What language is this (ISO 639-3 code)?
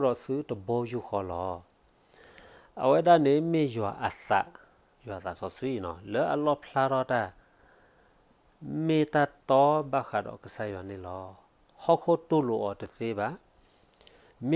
ksw